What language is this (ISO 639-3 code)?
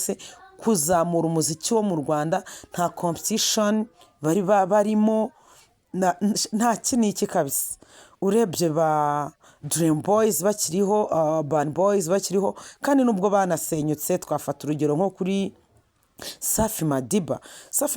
kin